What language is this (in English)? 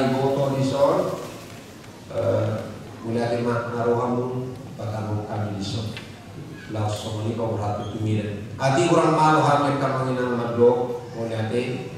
Batak Toba